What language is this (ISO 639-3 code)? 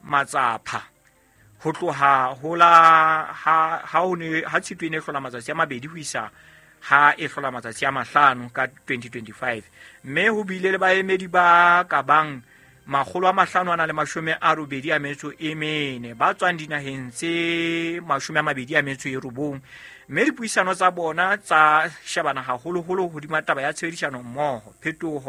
sot